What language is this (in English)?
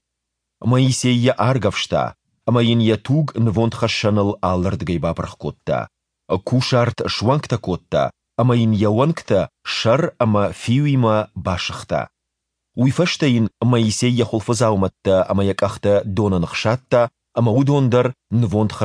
Ossetic